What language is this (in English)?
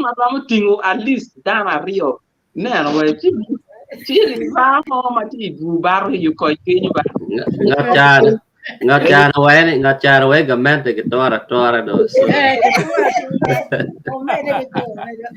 Acoli